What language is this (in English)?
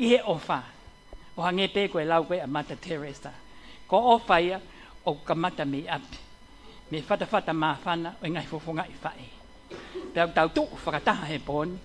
Tongan